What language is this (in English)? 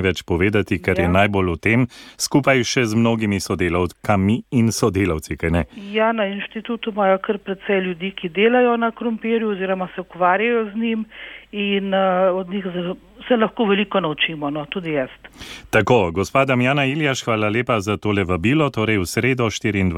Slovenian